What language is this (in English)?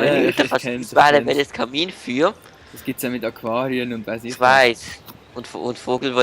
Swiss German